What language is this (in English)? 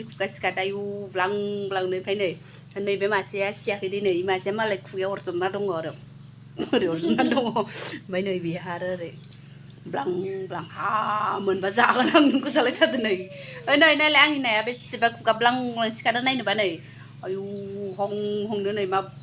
Bodo